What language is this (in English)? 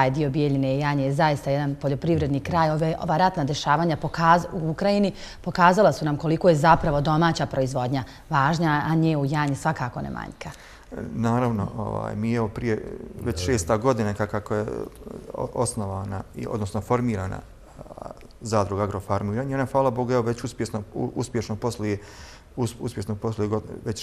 Bosnian